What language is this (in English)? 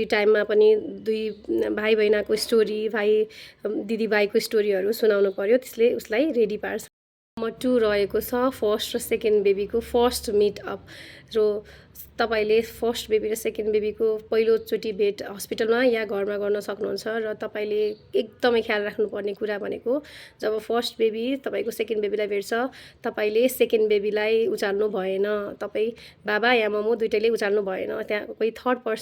Nepali